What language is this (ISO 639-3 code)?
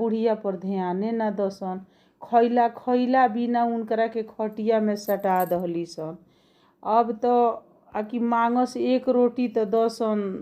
bho